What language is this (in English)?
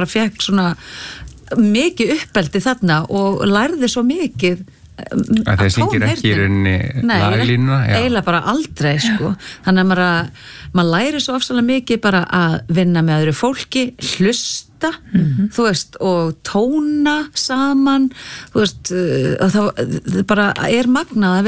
Icelandic